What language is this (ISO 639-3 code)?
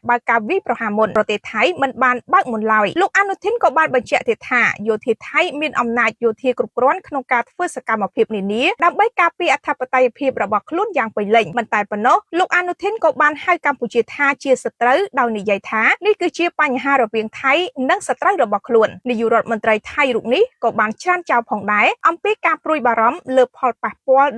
khm